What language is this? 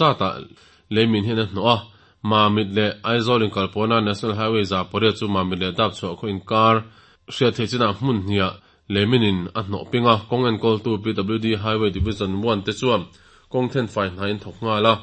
Mizo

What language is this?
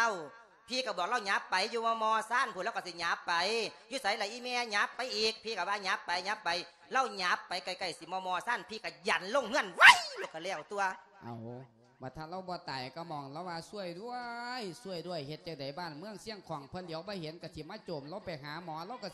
Lao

